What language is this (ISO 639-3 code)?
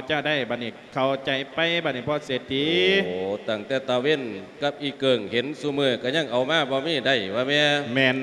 lao